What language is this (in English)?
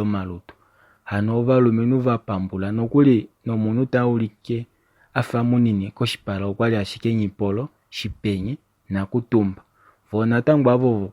Kuanyama